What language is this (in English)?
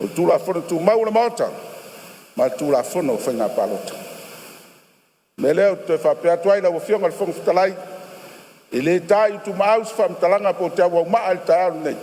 Samoan